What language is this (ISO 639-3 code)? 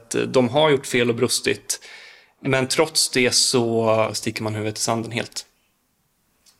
swe